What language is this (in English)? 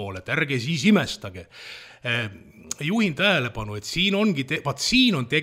Estonian